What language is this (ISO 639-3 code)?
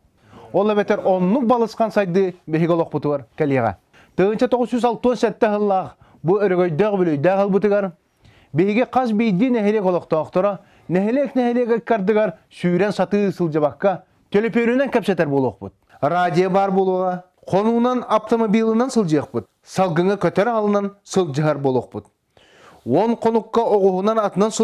sah